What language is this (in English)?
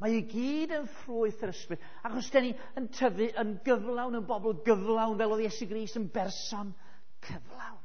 Welsh